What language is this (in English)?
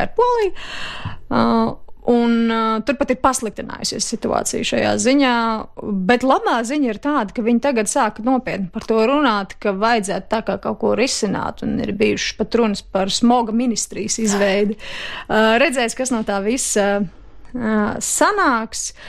Latvian